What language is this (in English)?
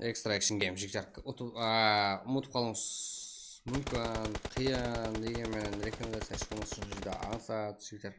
Kara-Kalpak